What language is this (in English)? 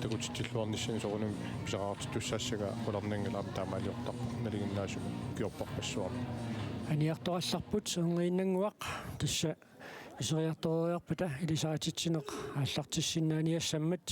Kalaallisut